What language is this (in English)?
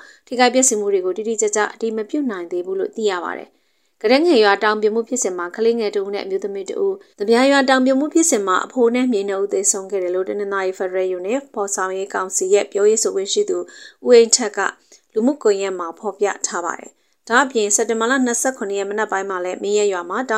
Burmese